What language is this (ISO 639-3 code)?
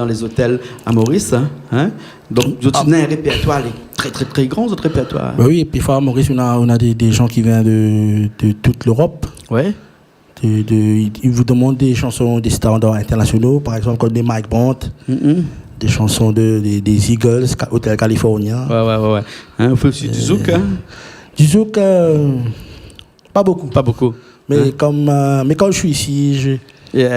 rcf